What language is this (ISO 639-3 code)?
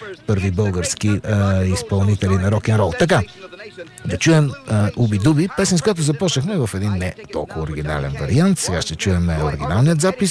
bul